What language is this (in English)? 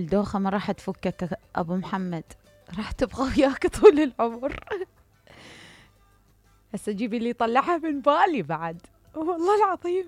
Mesopotamian Arabic